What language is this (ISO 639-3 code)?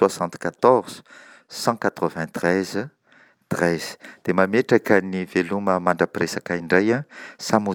mlg